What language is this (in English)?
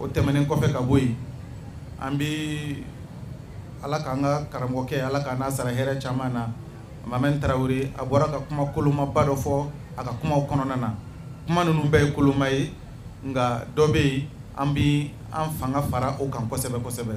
Bambara